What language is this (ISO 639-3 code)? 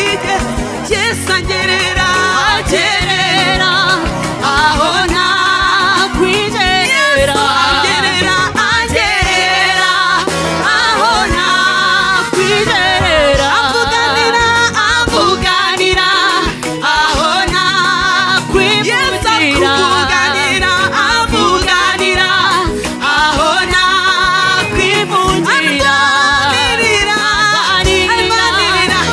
kin